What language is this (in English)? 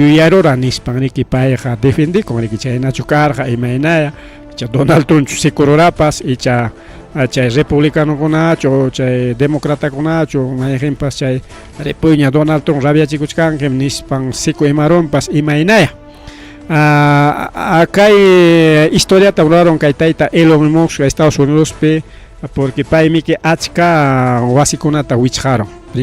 Ayacucho Quechua